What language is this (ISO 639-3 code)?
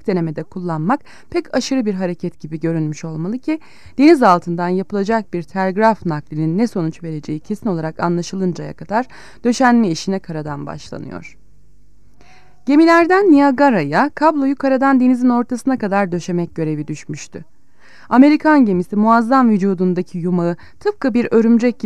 tur